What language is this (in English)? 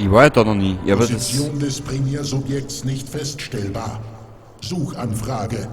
Bavarian